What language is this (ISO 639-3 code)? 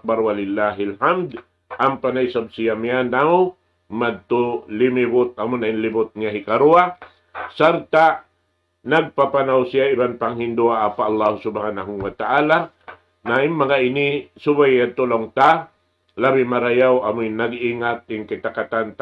tsg